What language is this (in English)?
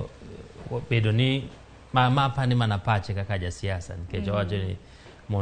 Luo (Kenya and Tanzania)